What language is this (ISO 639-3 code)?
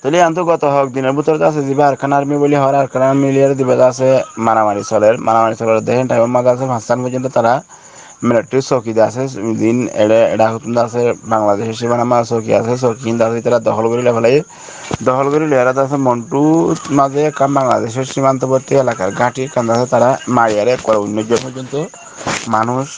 rhg